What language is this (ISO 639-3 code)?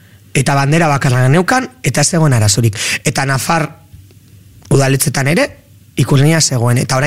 eus